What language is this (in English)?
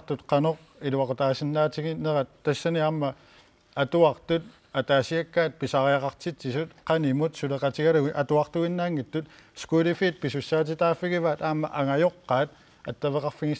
Kalaallisut